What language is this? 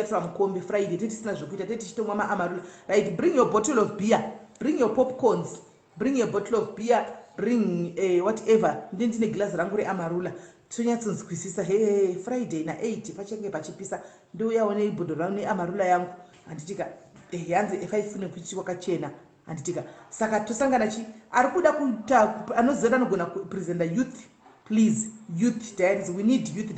Shona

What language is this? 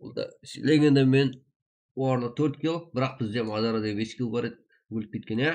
Kara-Kalpak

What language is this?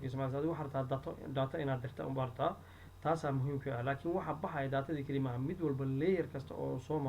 Somali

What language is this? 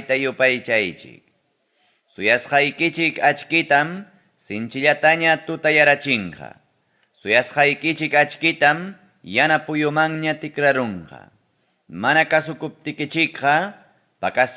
Ayacucho Quechua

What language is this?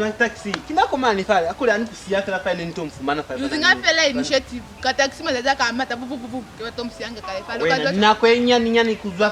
Lozi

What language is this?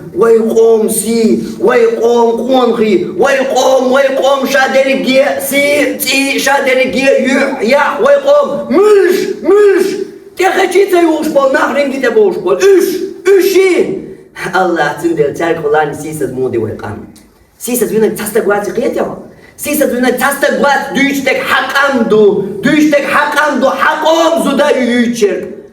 Chechen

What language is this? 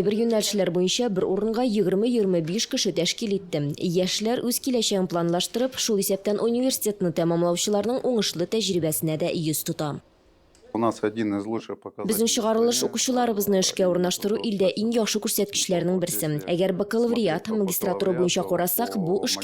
Tatar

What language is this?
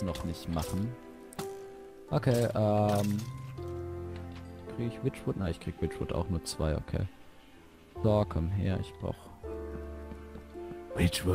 German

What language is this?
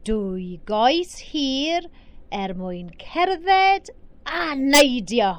Welsh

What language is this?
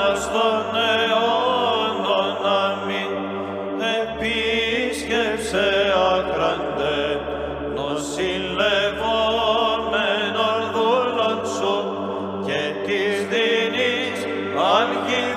Greek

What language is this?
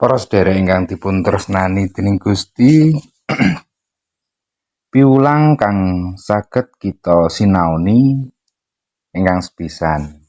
Javanese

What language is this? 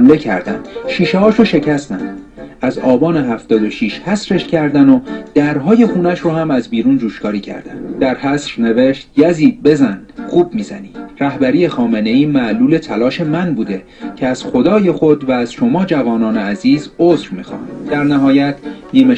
Persian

